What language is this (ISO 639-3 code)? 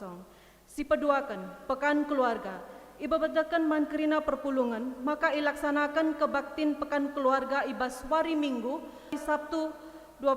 btx